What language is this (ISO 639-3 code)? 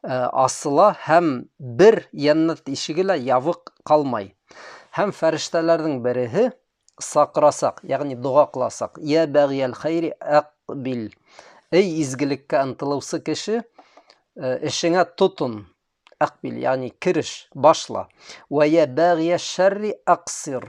bak